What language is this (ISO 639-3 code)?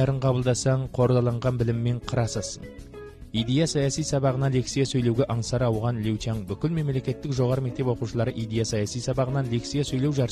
kaz